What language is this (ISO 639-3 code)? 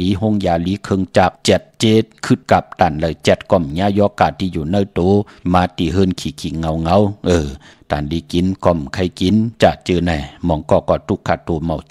shn